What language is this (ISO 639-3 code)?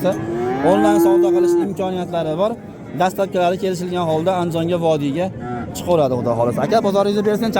uzb